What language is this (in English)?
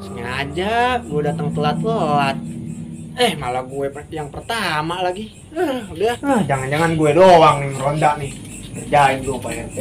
Betawi